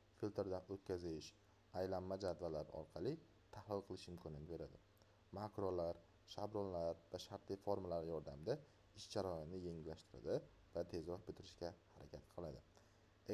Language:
Uzbek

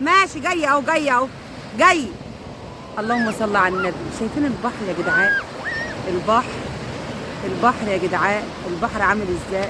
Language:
Egyptian Arabic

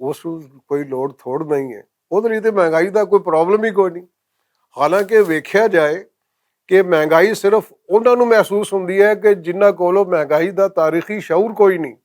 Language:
Western Panjabi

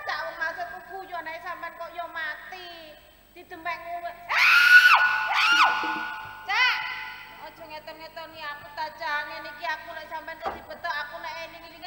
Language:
Javanese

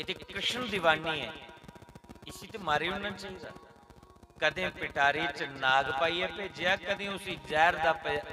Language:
Dogri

